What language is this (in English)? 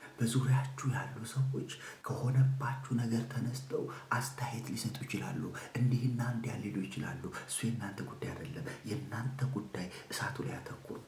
Amharic